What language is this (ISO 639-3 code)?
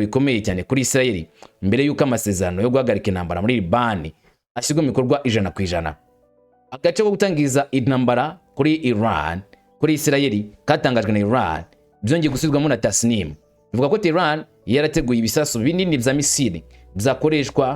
kin